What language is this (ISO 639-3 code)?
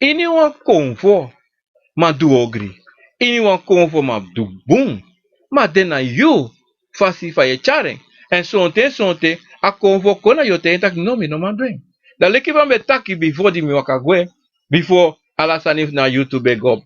srn